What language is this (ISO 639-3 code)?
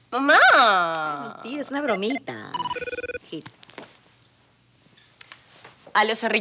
spa